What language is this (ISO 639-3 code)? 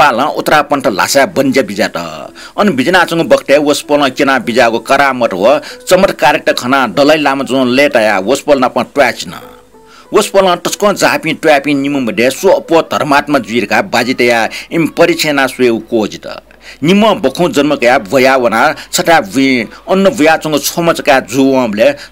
new